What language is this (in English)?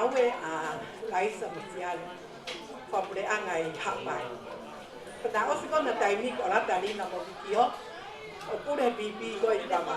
Tongan